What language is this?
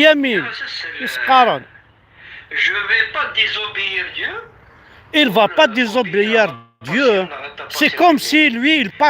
Kabyle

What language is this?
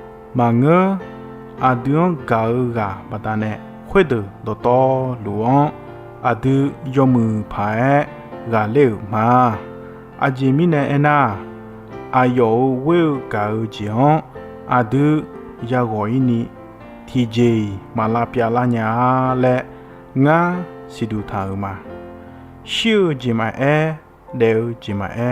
Akha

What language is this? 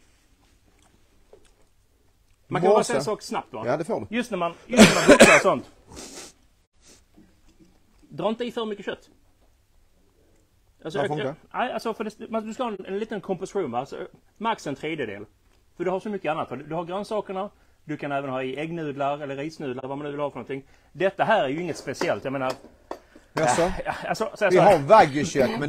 Swedish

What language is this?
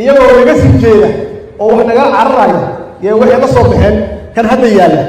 Somali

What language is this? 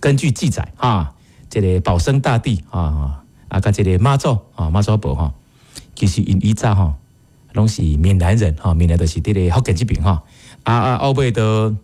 Min Nan Chinese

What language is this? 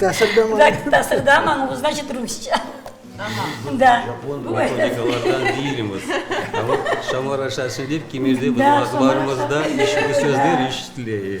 Crimean Tatar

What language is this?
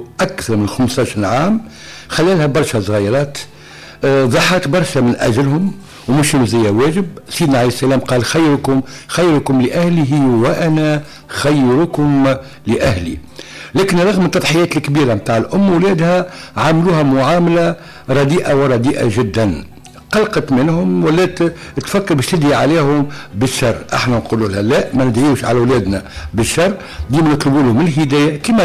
Tunisian Arabic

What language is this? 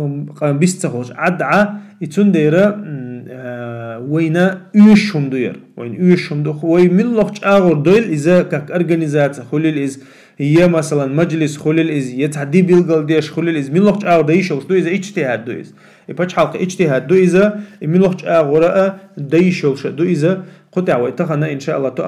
Chechen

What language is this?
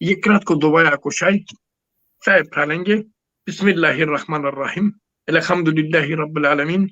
Balkan Romani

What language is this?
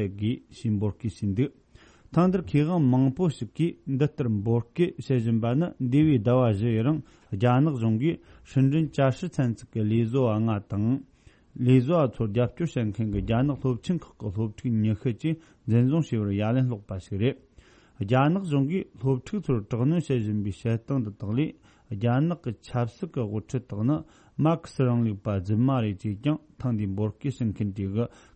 Tibetan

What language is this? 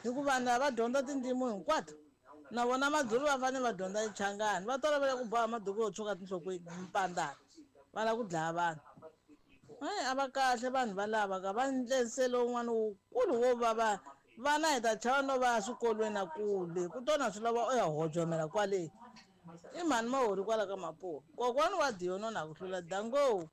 Tsonga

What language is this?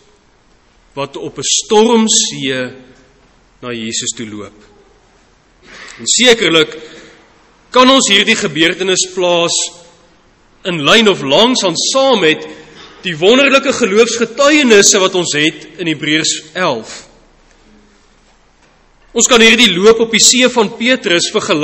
Afrikaans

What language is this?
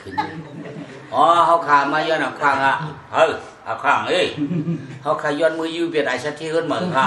Shan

